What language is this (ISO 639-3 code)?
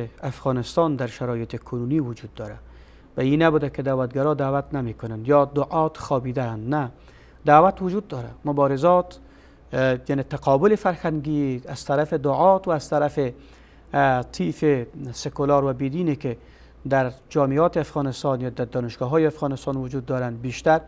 fas